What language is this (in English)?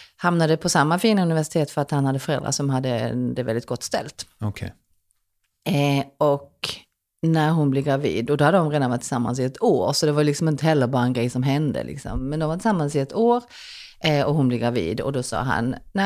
Swedish